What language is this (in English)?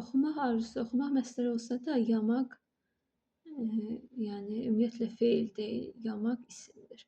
Azerbaijani